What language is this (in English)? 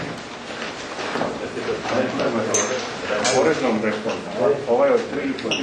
Croatian